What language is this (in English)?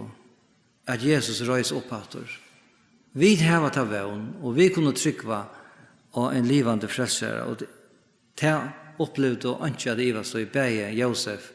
Faroese